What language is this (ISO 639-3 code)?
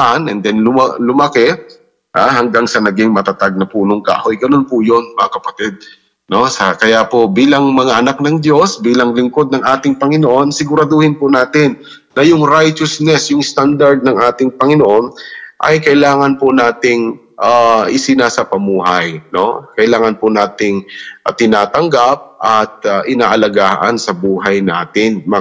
fil